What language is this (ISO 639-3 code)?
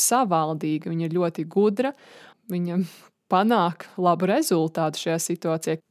lav